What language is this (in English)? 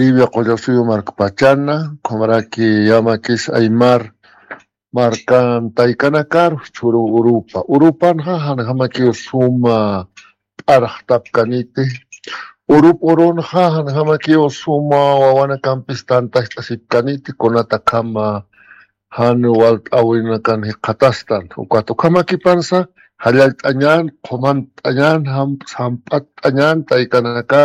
Aymara